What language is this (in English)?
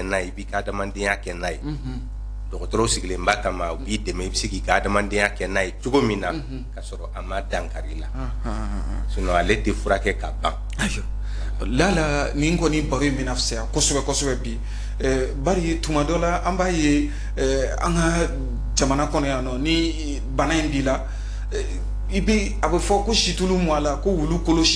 Bambara